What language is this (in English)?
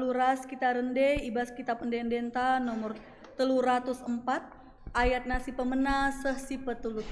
Batak Karo